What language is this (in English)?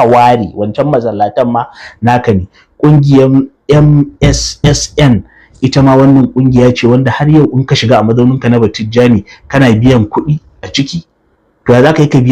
Hausa